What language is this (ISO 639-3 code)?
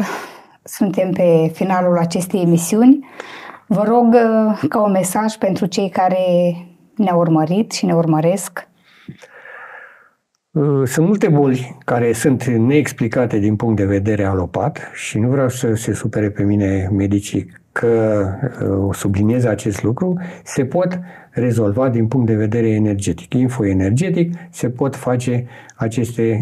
ron